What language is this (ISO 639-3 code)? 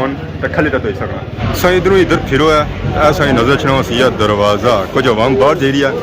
phr